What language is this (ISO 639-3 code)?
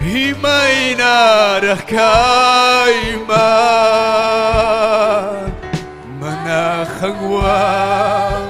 quy